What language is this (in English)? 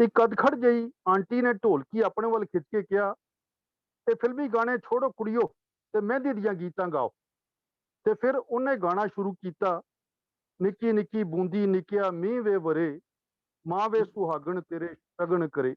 Dogri